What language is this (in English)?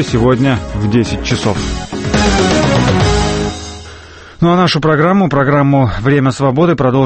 Russian